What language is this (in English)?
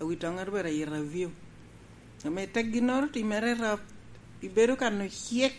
Lango (Uganda)